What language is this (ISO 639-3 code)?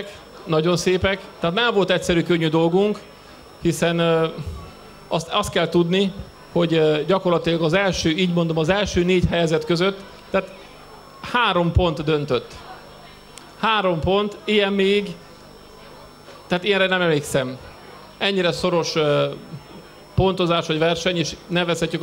hun